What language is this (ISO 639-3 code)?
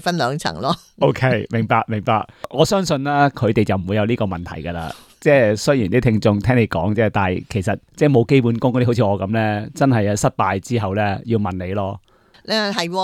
yue